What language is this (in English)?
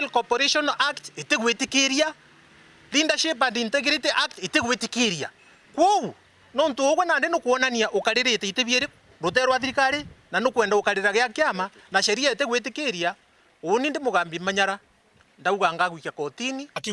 Meru